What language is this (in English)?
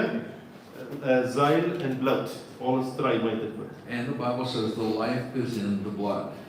Plautdietsch